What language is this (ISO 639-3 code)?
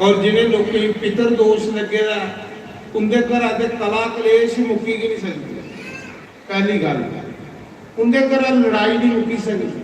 doi